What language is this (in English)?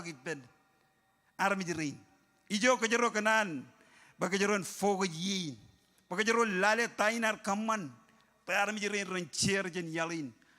Marshallese